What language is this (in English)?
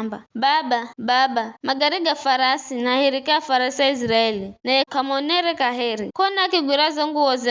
Giryama